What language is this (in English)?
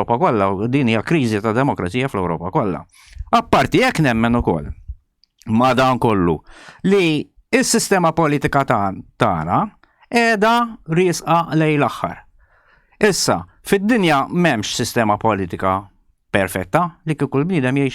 Maltese